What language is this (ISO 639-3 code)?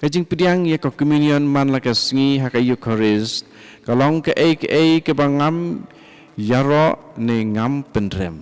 kha